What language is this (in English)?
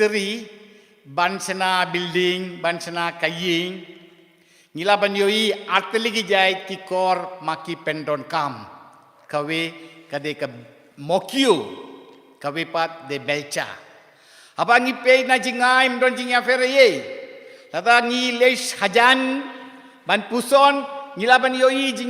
Khasi